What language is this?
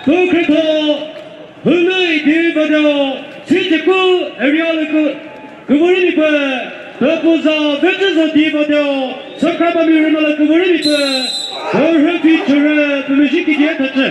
Chokri Naga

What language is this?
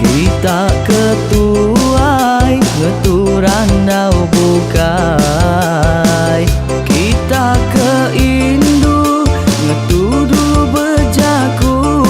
Iban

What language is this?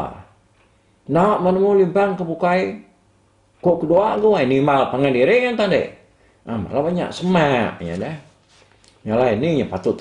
Iban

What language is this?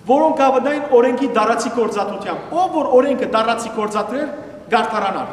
Western Armenian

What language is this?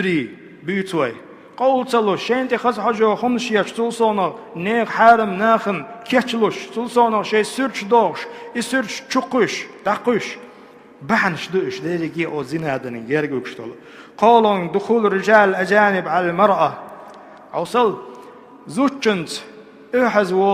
Chechen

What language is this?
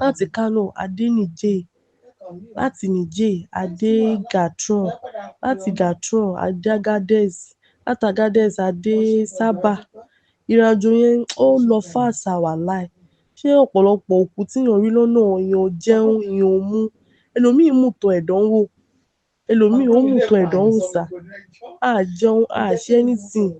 Yoruba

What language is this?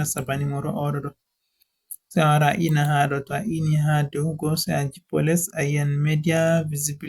Fula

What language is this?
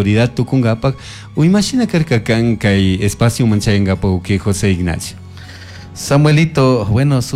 Chimborazo Highland Quichua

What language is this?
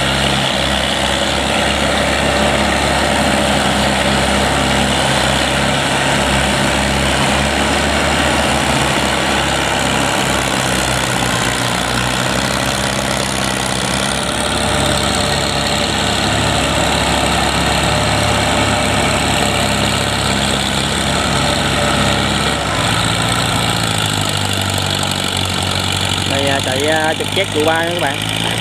Vietnamese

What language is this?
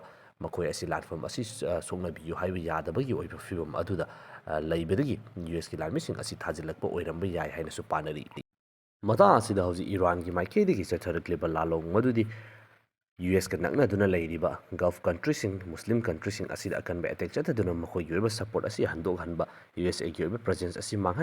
Manipuri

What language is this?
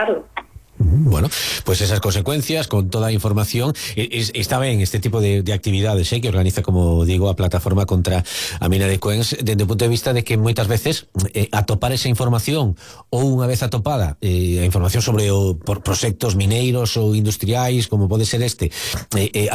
Galician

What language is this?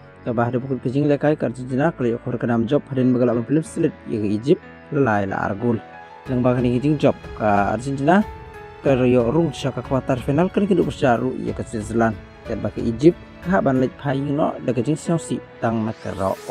Khasi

